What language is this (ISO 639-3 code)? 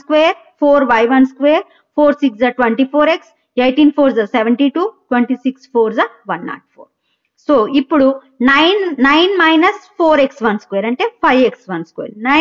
tel